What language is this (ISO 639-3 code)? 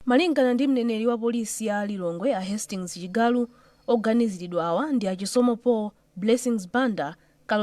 nya